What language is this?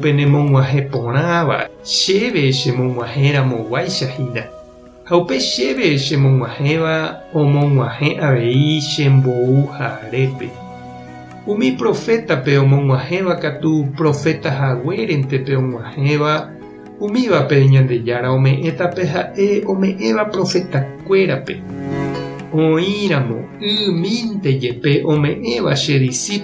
Guarani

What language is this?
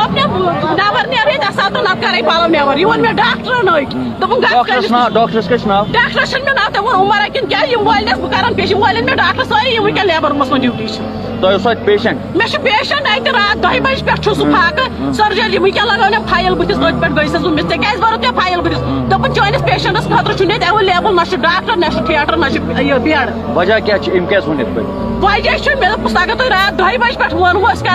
Kashmiri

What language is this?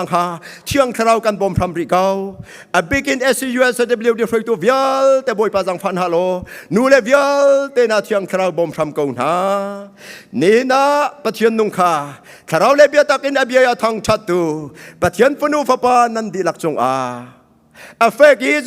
Hakha Chin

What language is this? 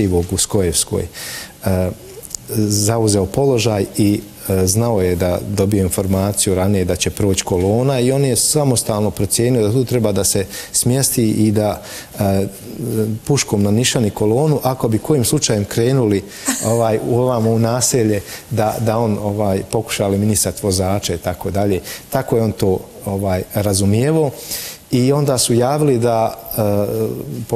Bosnian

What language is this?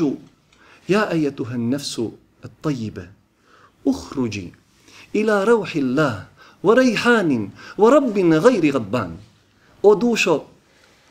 Bosnian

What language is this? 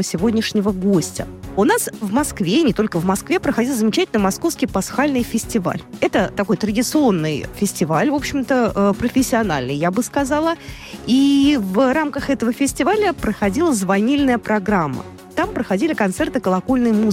Russian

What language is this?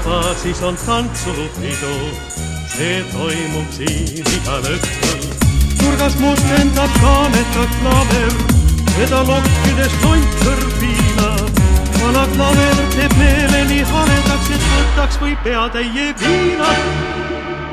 Estonian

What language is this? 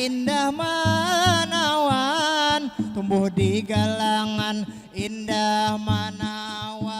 Banjar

